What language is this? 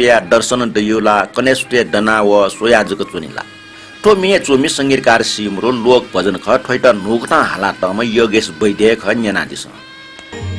Newari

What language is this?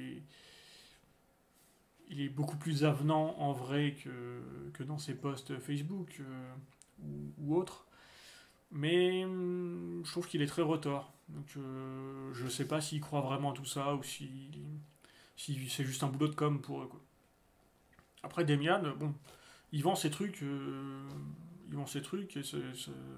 French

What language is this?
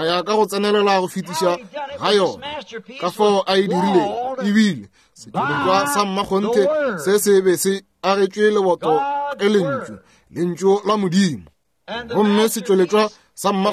Northern Sotho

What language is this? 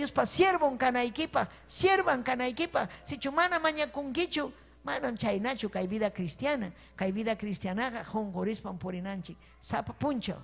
Ayacucho Quechua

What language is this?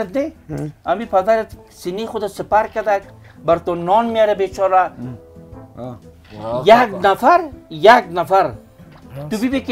Persian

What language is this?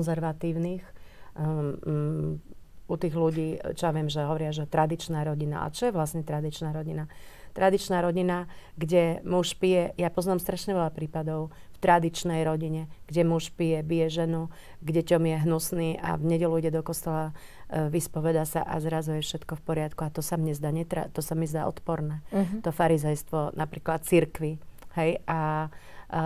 Slovak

